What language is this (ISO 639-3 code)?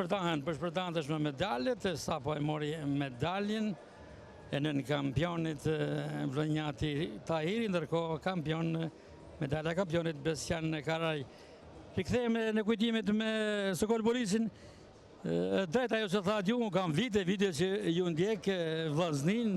sqi